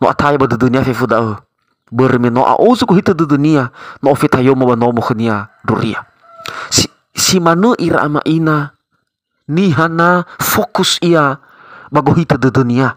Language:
Nias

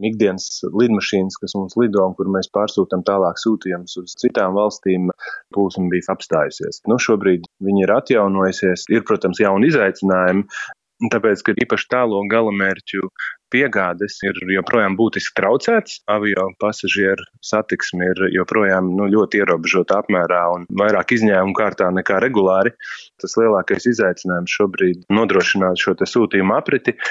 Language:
Latvian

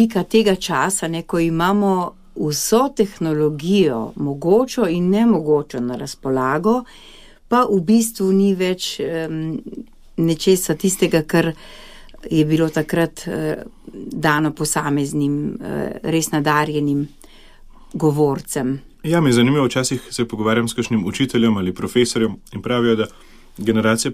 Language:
Slovenian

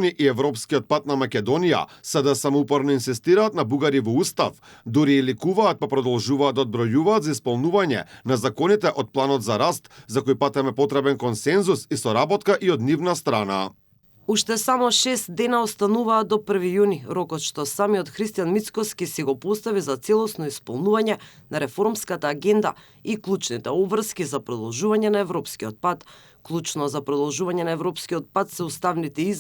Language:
Macedonian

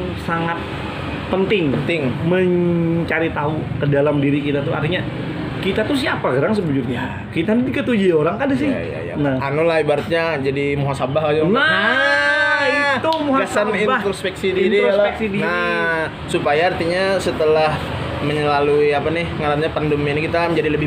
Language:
Banjar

